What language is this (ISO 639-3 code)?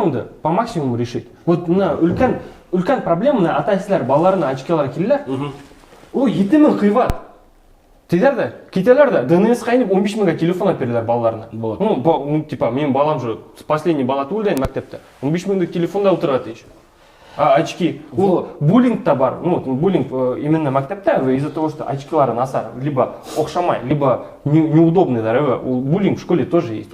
bak